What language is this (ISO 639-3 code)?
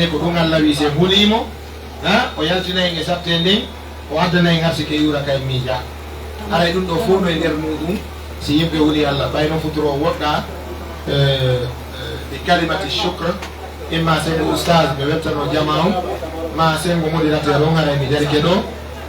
fuf